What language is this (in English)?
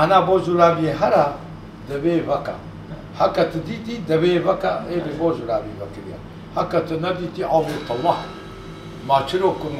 Kurdish